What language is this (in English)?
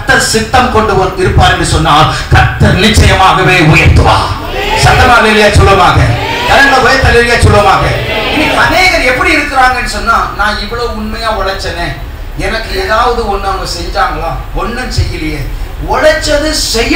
Tamil